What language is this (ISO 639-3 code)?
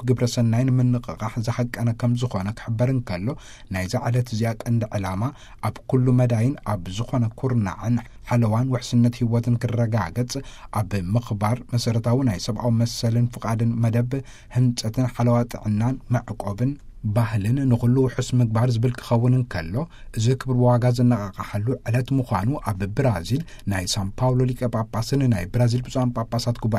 tir